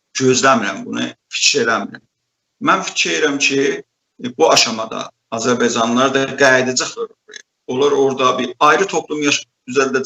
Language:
South Azerbaijani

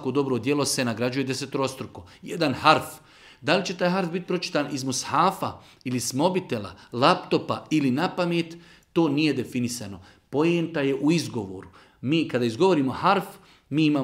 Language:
Bosnian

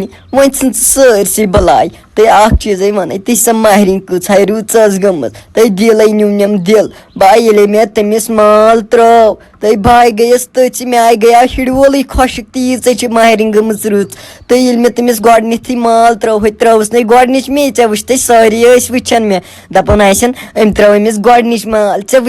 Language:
Kashmiri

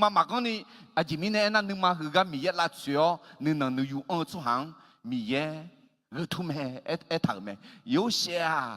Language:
Akha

